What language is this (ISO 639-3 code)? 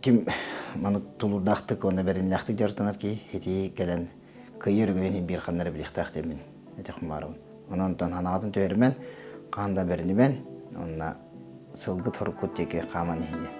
sah